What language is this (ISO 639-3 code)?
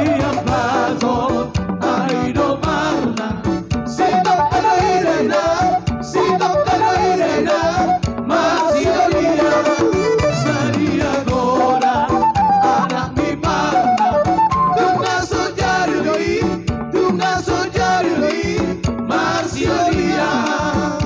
bbc